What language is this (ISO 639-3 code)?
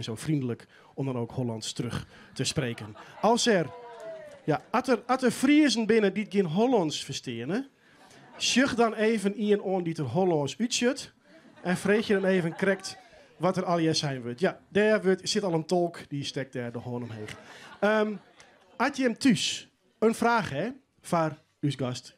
fry